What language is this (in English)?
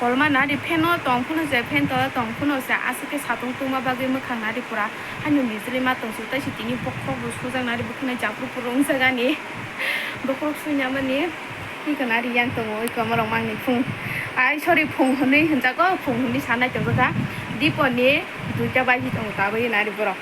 Kok Borok